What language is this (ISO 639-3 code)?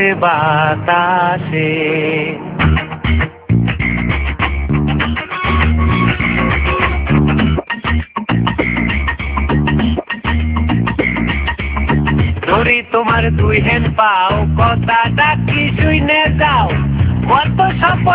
ben